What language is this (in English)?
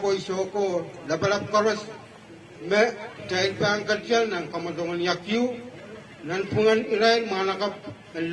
Pohnpeian